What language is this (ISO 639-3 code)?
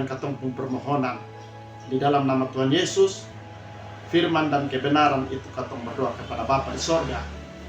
mkn